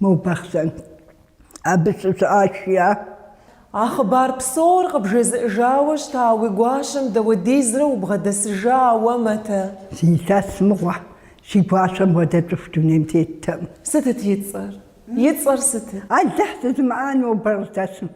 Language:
Kabardian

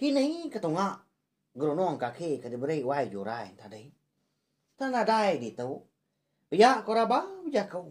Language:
Iban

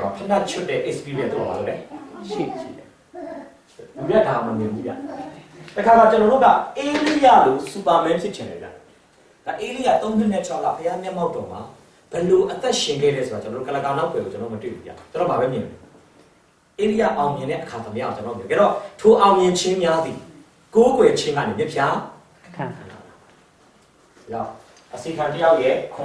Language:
Burmese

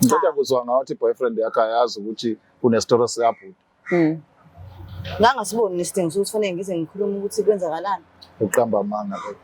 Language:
Zulu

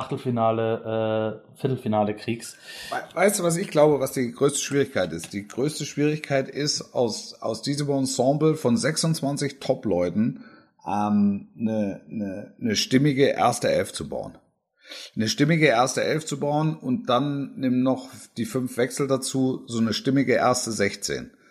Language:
German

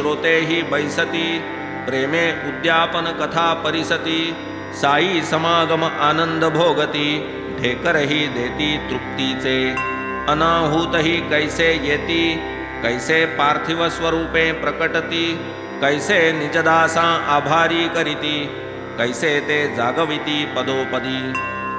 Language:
Marathi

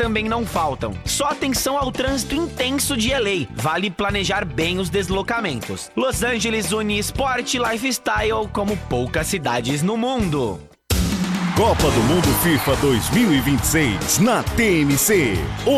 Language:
Portuguese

